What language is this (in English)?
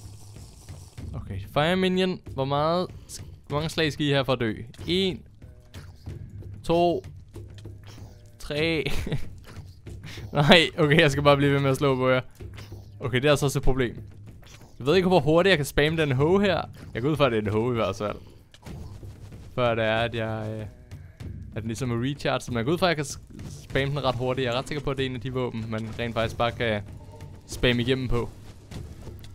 Danish